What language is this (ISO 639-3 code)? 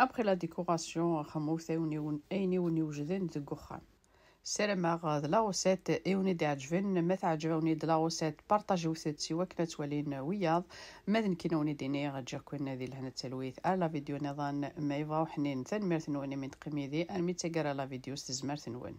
kab